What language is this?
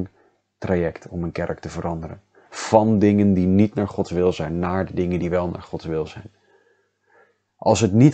Dutch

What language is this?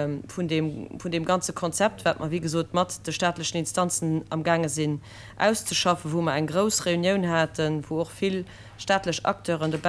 Luxembourgish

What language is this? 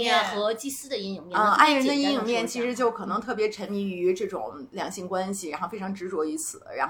Chinese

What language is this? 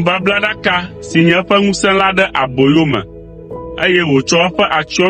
Ewe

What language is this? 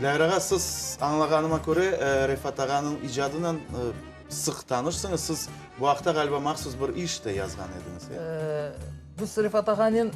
Crimean Tatar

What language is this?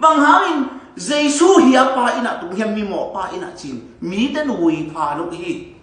Tedim Chin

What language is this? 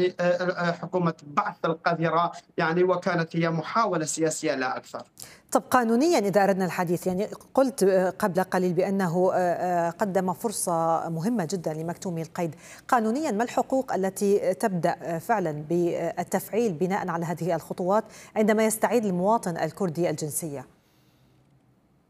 Arabic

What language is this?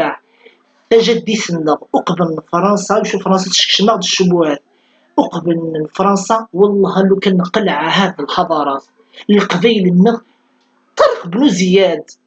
Kabyle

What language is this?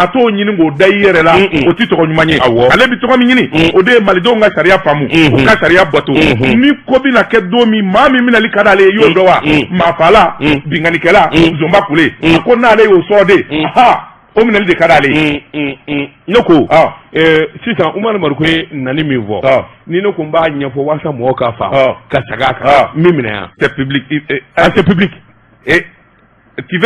Bambara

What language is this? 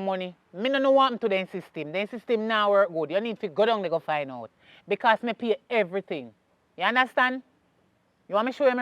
Jamaican Creole English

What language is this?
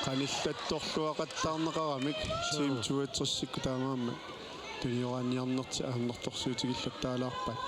Kalaallisut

